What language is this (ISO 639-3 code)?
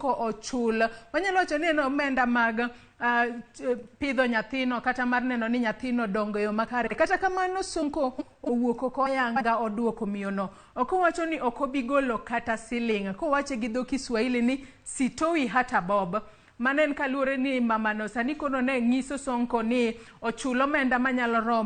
luo